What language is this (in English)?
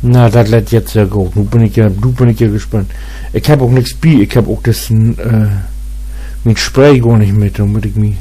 Low German